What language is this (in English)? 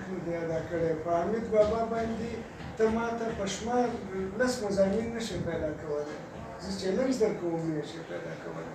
Pashto